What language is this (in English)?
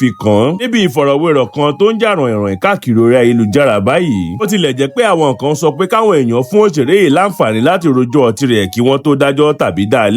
Yoruba